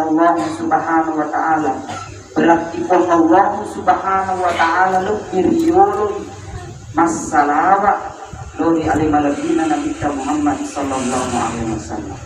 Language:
Buginese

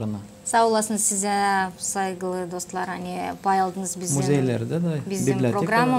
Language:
Gagauz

